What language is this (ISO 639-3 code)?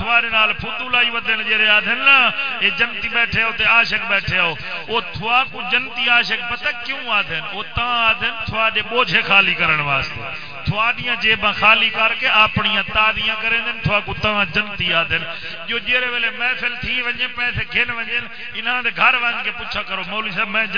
skr